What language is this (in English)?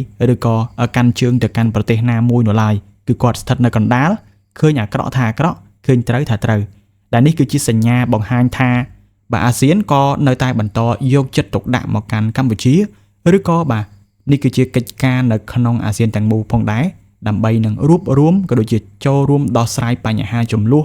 Khmer